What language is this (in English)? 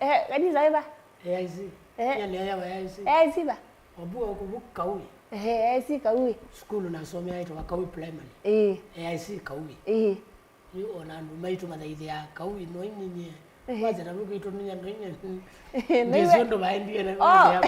Kamba